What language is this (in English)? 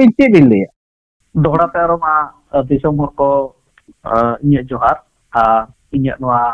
Santali